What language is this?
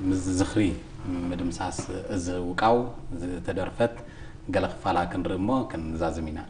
Tigrinya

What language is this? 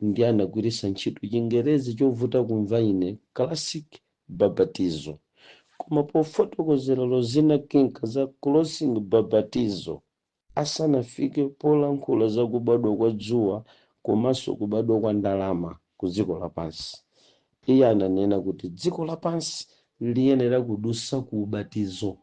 Nyanja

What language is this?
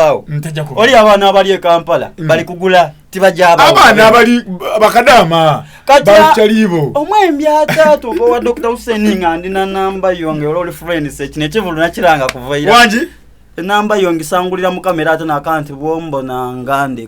Soga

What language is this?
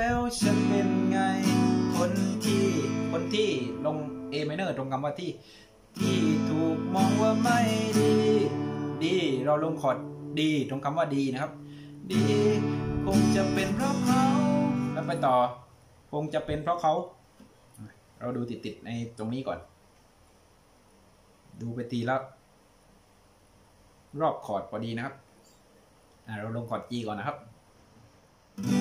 Thai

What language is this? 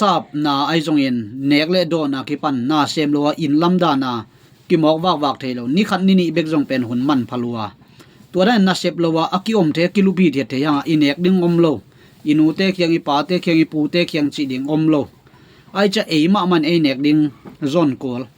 Tedim Chin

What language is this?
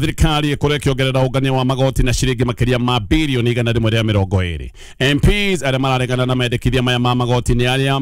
Kikuyu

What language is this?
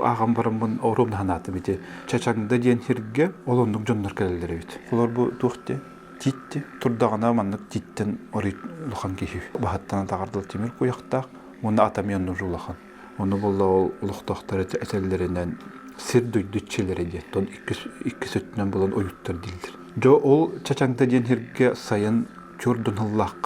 Yakut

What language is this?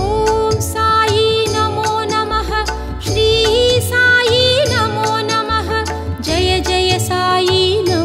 Tamil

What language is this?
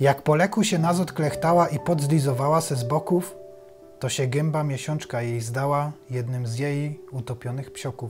Silesian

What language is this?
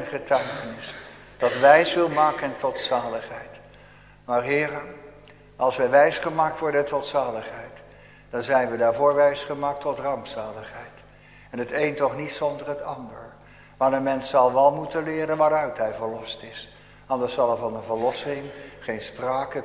Dutch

